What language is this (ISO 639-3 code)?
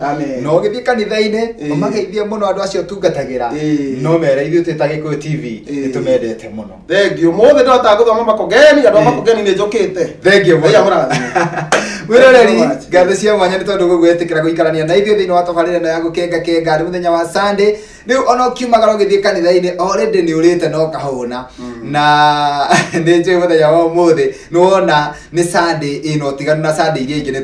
kik